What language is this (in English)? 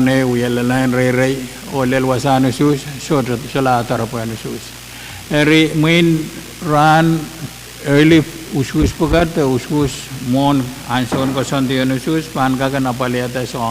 Pohnpeian